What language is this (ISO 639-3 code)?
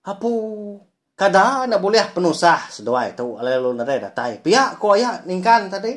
iba